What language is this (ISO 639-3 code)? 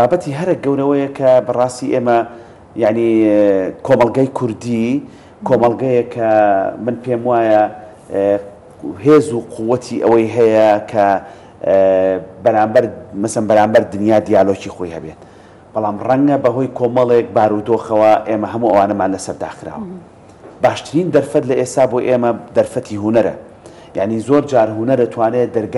ckb